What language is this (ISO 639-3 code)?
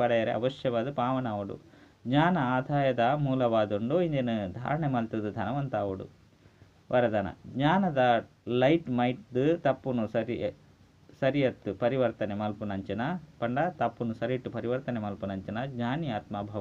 tcy